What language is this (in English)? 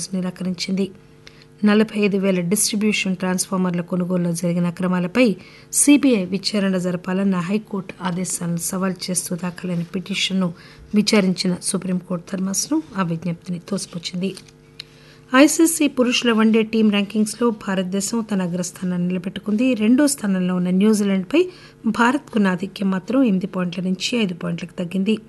Telugu